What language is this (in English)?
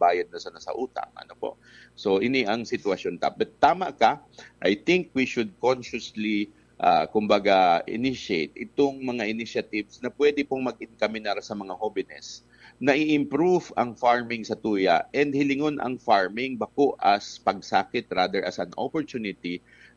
Bikol